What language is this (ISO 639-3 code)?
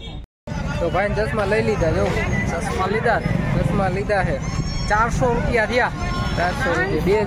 guj